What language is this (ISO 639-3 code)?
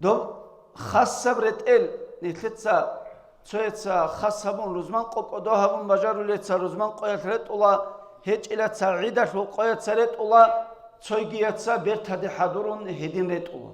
ava